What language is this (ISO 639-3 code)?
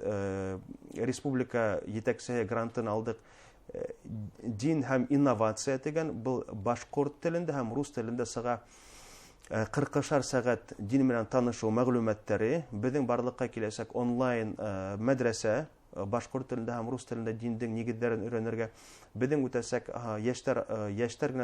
bak